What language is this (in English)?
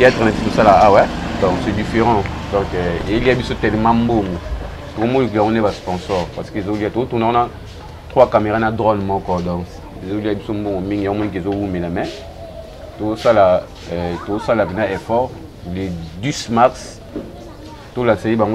Lingala